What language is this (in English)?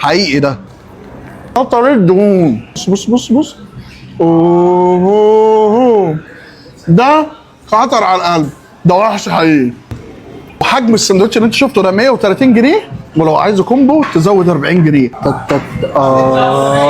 Egyptian Arabic